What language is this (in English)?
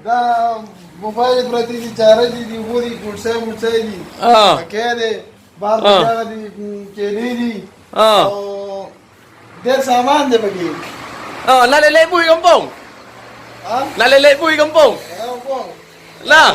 Achinese